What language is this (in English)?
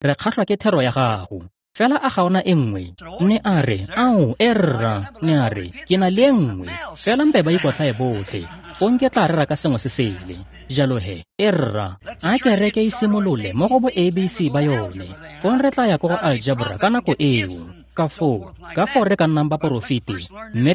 Tswana